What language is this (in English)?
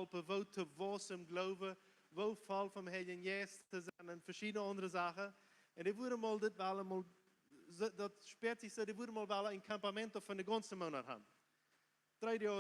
Plautdietsch